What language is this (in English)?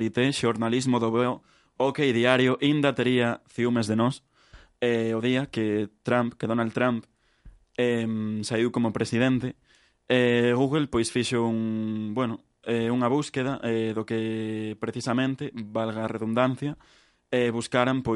Galician